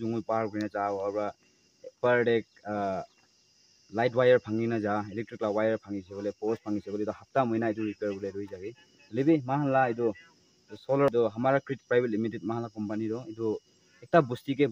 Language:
Naga Pidgin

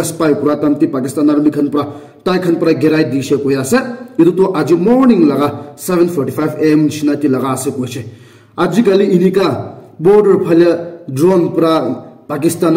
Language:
Naga Pidgin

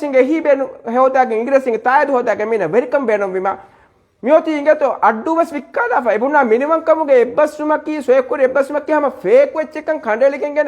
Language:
Divehi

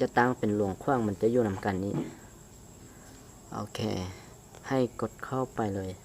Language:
Lao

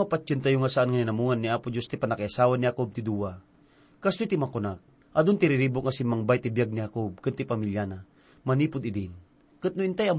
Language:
Iloko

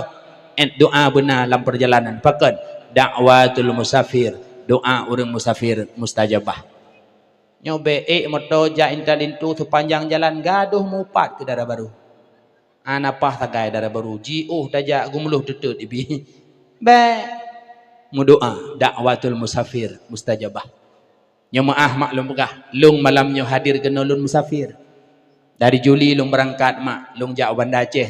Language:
Achinese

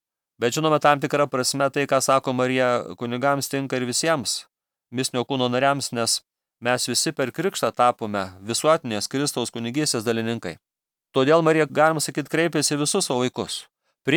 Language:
Lithuanian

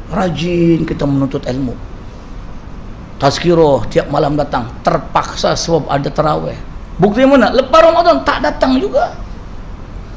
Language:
Malay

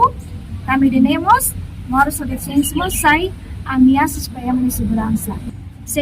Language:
Tetum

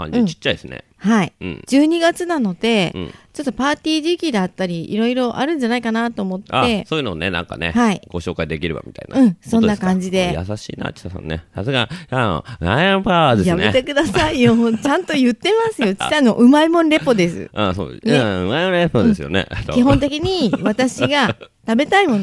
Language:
Japanese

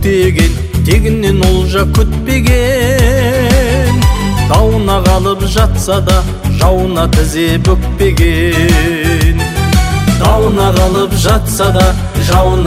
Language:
Kazakh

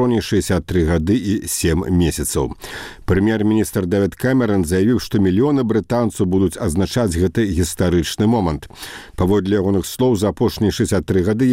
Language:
Belarusian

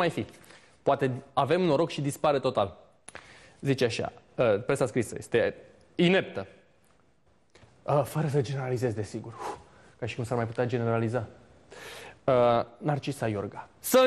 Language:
Romanian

